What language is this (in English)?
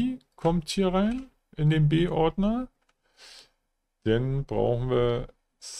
German